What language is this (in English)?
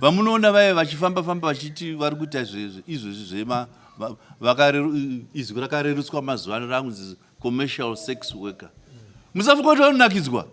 Shona